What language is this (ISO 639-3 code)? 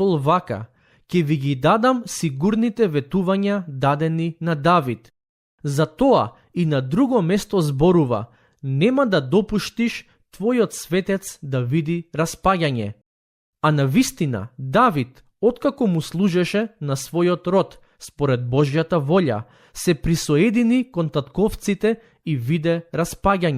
mkd